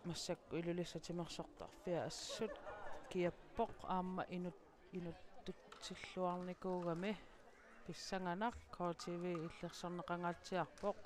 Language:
Kalaallisut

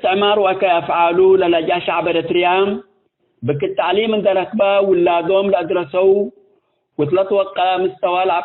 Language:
Tigre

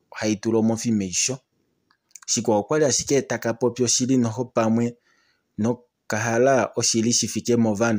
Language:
Kuanyama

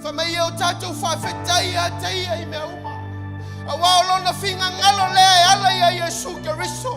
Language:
Samoan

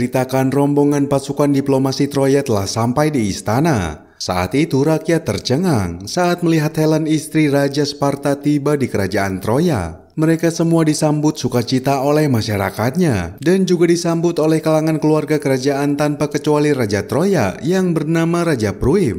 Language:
Indonesian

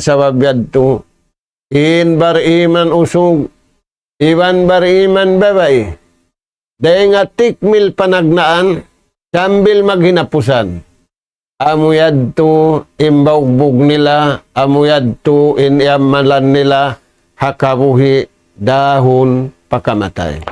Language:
Tausug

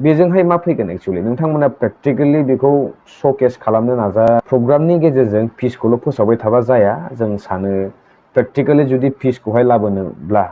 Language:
Bodo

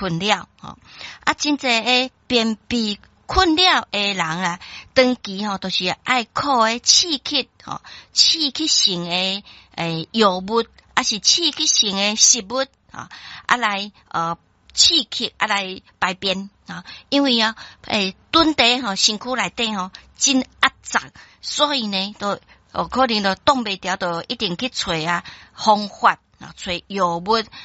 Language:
Min Nan Chinese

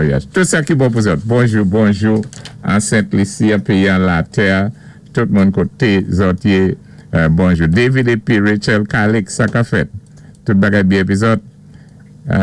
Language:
Saint Lucian Creole French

